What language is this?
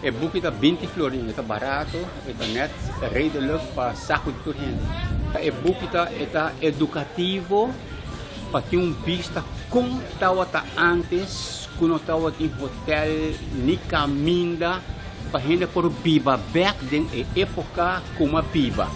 Papiamento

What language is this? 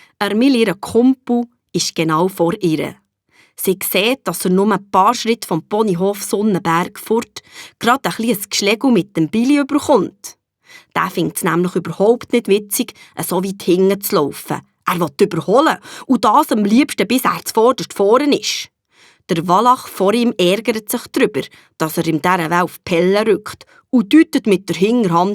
Swiss German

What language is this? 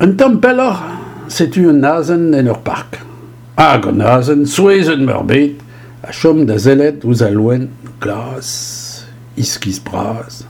Breton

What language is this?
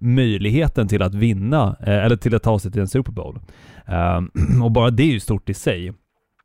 Swedish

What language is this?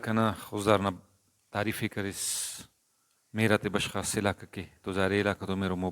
Brahui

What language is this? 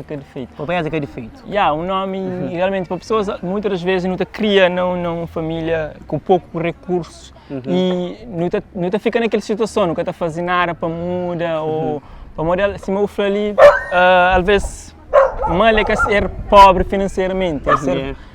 Kabuverdianu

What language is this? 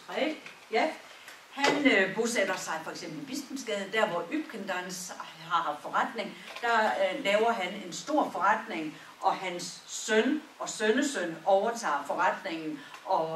Danish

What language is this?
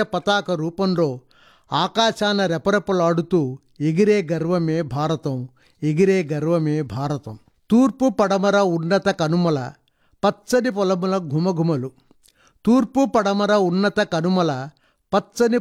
Telugu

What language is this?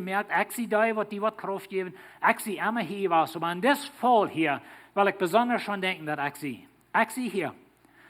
Plautdietsch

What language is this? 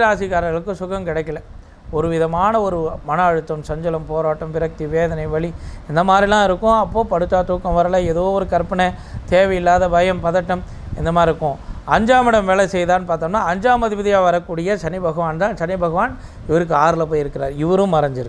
Tamil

